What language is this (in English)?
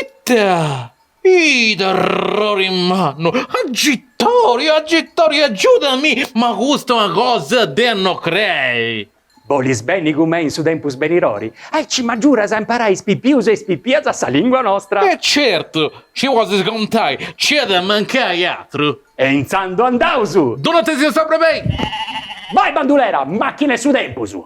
Sardinian